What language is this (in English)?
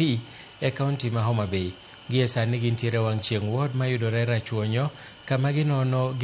Luo (Kenya and Tanzania)